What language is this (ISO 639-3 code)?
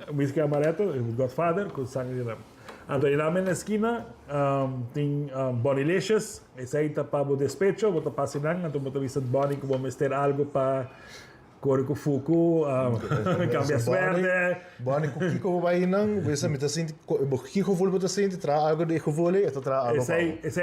pap